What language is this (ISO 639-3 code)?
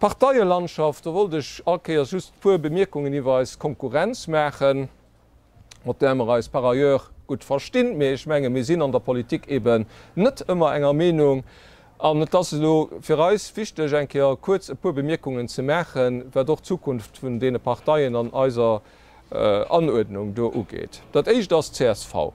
ltz